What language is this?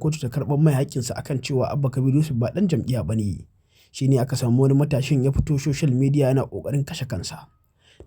Hausa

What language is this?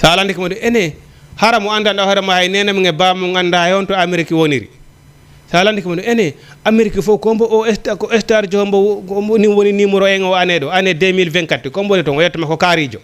Fula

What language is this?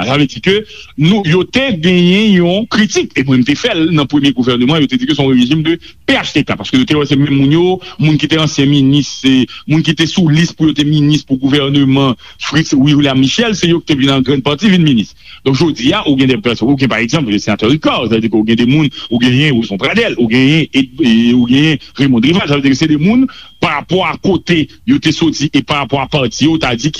Haitian Creole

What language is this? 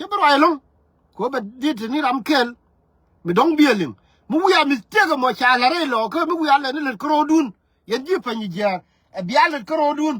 Nuer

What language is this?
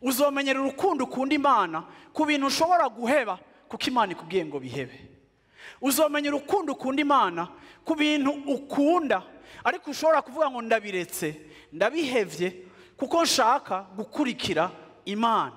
Rundi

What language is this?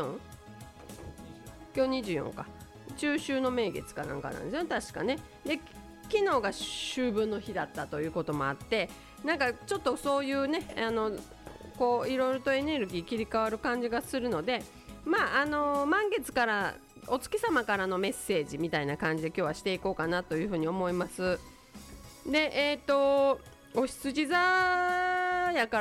Japanese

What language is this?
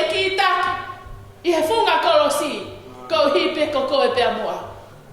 Tongan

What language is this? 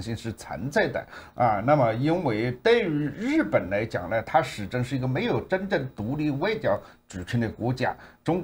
Chinese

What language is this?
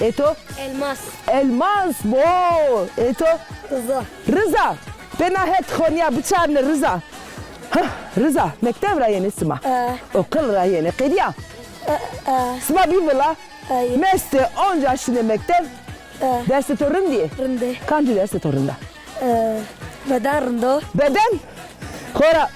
Zaza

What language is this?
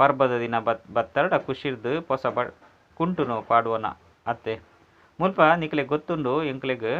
Tulu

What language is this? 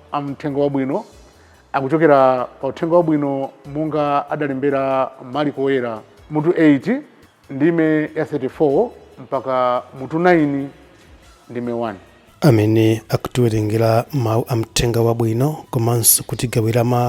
Nyanja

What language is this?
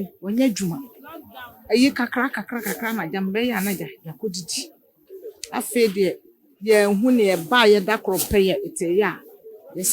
Akan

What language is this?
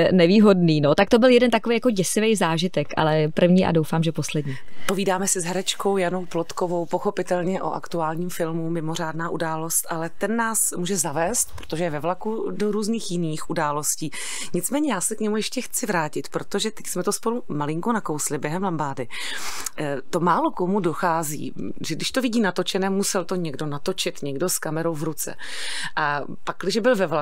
Czech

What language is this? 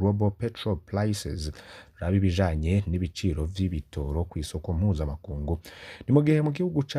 Rundi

